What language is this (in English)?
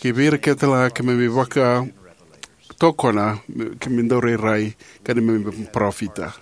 Fijian